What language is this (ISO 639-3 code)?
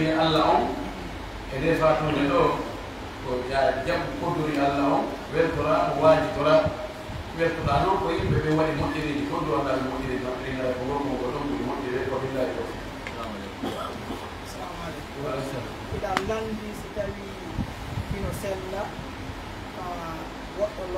fuf